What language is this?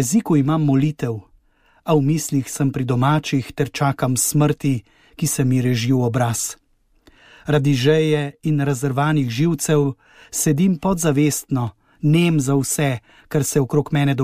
Slovenian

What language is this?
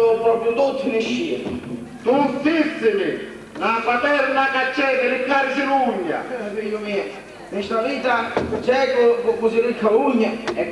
Sicilian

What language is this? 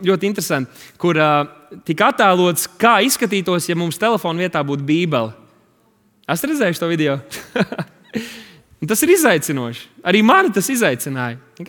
Latvian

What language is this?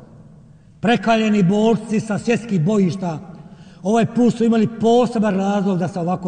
Bosnian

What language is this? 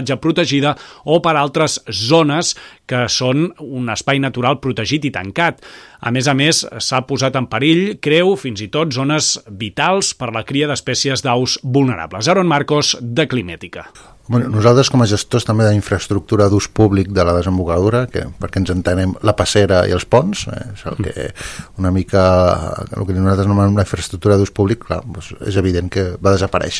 Catalan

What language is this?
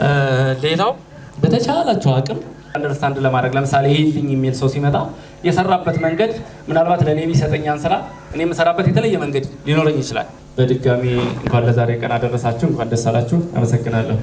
Amharic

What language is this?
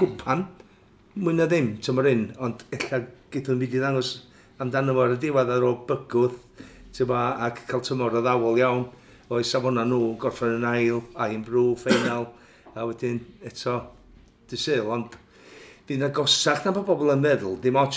Welsh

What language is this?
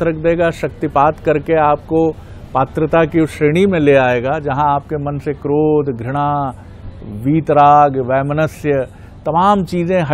Hindi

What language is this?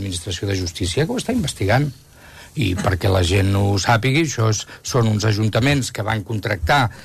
Catalan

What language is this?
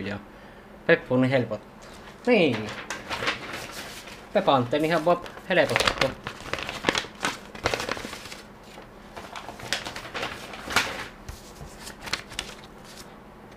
Finnish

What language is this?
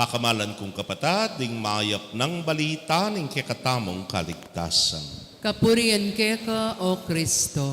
Pampanga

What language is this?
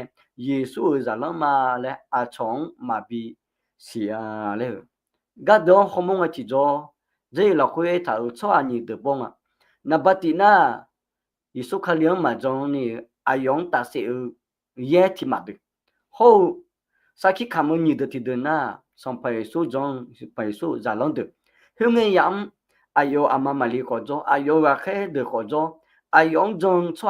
Akha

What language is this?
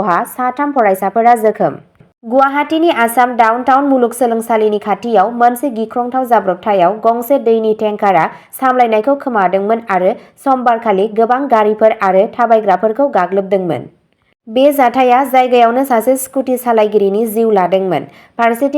Bodo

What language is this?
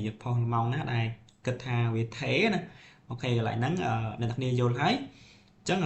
Khmer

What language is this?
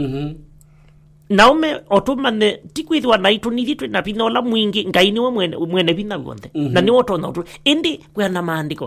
Kamba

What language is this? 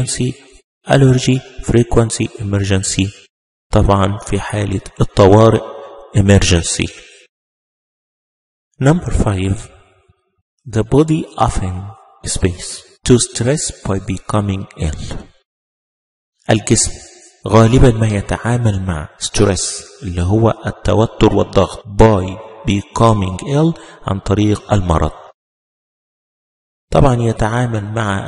Arabic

